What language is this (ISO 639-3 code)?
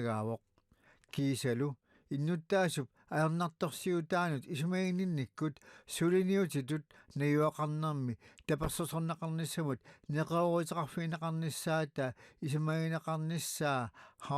kal